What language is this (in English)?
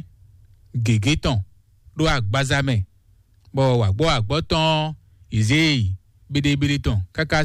Fon